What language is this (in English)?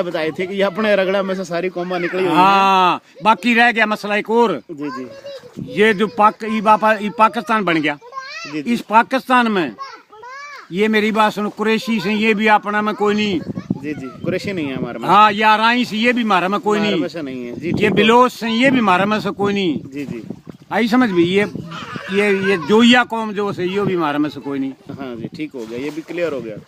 Haryanvi